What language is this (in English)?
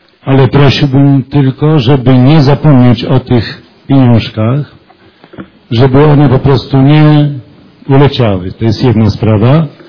Polish